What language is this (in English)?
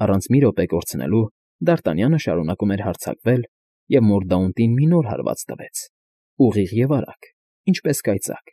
Armenian